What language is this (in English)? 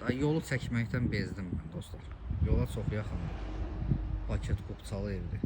Azerbaijani